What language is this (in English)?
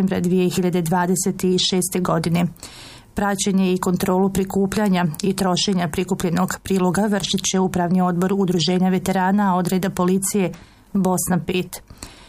Bosnian